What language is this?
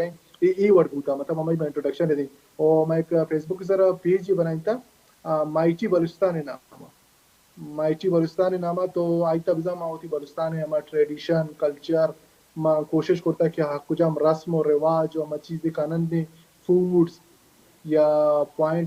Baluchi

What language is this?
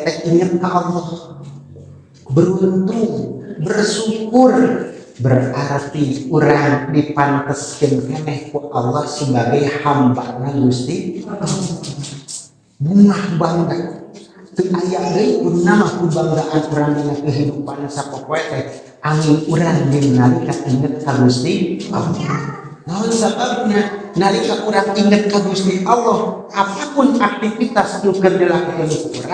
Sundanese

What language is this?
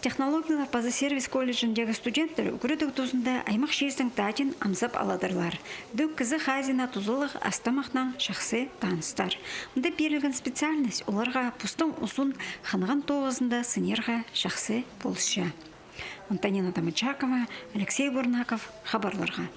Khakas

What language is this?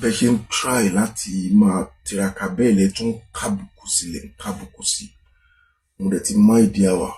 Yoruba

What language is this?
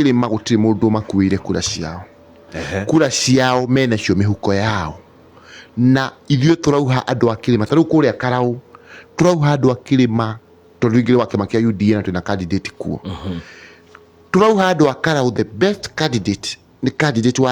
Kikuyu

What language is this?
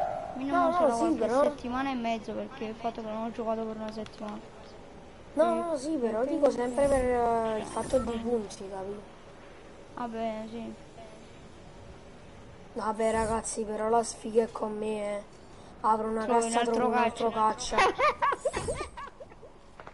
Italian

